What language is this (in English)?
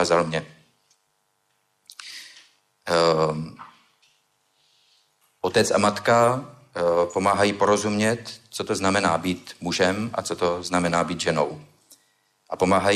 Czech